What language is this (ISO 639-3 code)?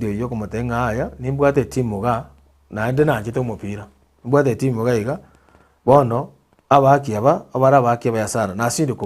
guz